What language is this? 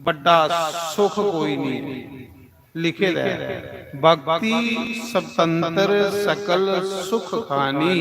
Dogri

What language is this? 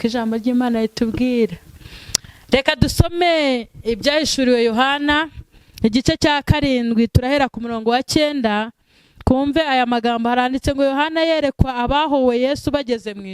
Kinyarwanda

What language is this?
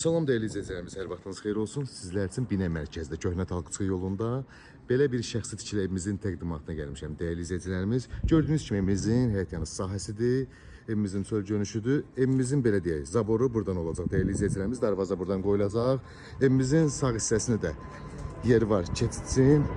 Azerbaijani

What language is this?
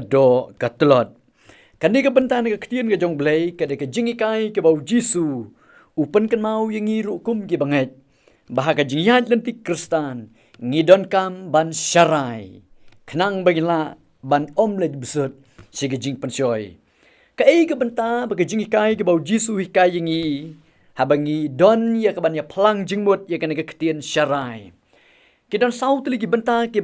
Khasi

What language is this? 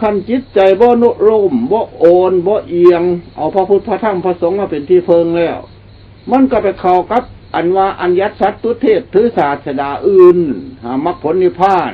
Lao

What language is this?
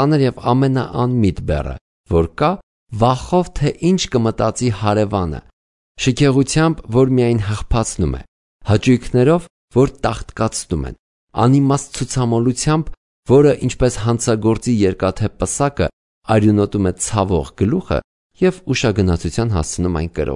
Armenian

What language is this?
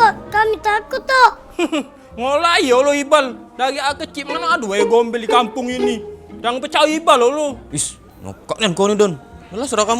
Musi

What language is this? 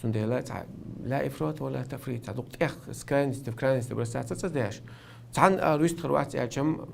Chechen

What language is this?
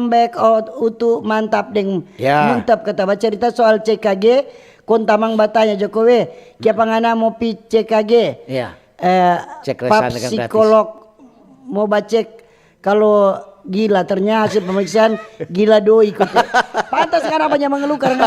Manado Malay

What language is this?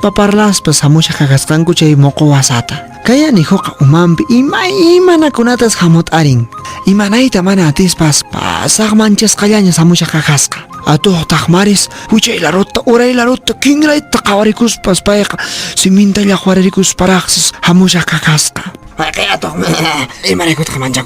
Quechua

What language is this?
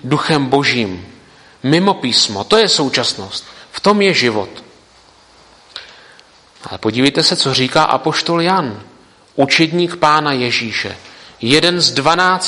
Czech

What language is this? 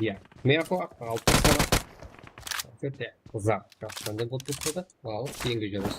Kara-Kalpak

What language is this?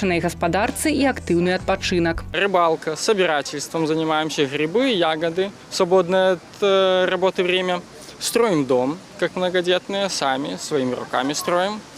Belarusian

